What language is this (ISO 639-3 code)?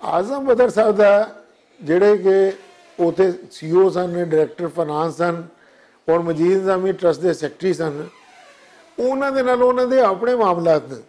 lah